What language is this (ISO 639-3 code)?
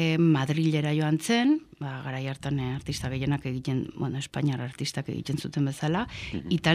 eus